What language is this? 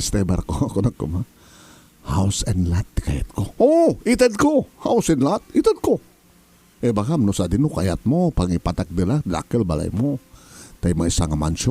Iloko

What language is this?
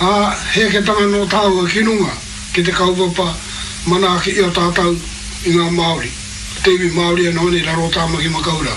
Māori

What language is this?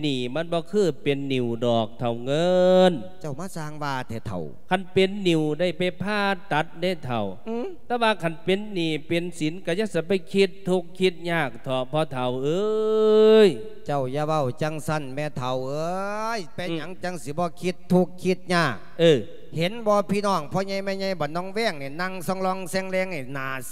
Lao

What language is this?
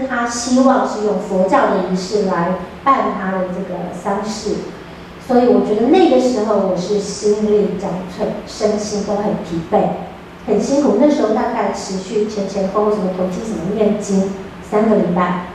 Chinese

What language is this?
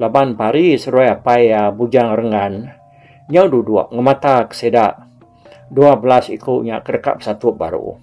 Iban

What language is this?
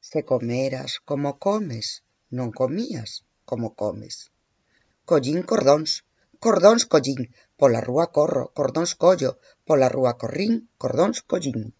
Galician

